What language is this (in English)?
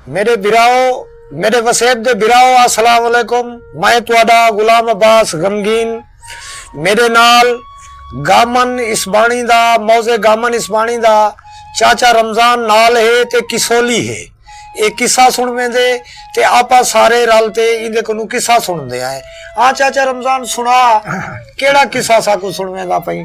Saraiki